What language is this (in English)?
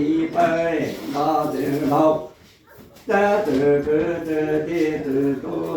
Hmong